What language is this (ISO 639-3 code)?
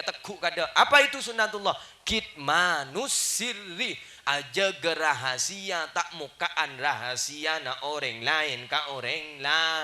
mad